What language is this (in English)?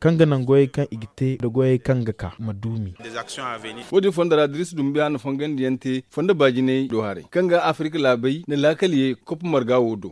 Zarma